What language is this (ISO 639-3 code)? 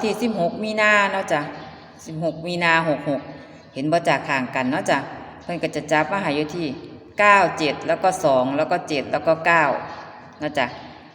tts